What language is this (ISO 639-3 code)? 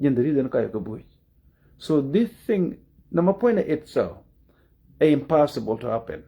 nus